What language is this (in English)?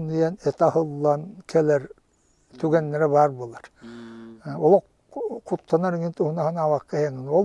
Yakut